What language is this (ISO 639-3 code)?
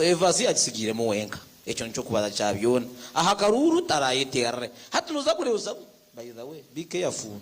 nyn